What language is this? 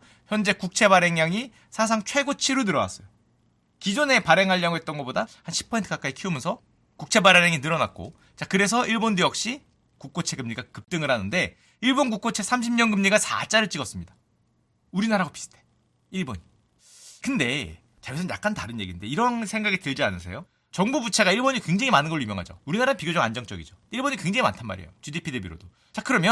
Korean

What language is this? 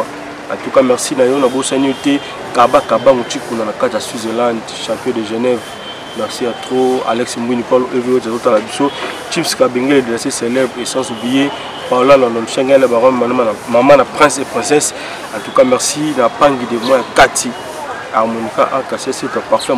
Lingala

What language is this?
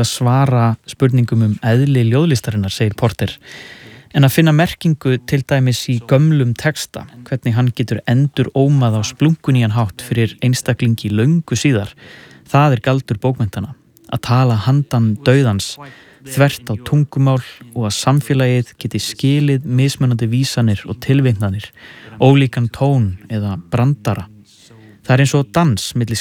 Icelandic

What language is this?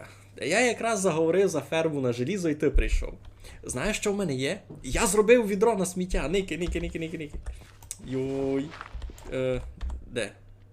Rusyn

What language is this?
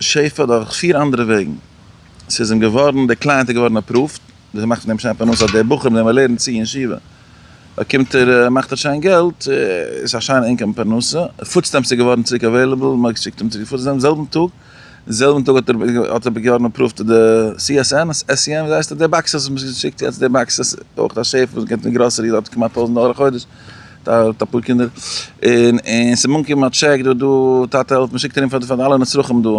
Yiddish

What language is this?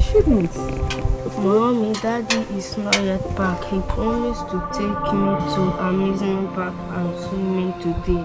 Nigerian Pidgin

